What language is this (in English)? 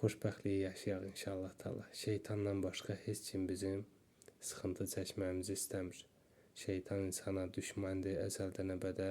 Azerbaijani